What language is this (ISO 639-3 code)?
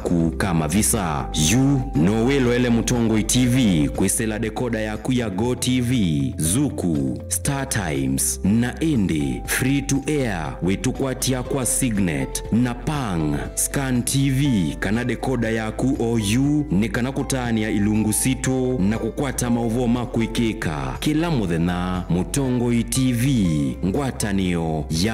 kam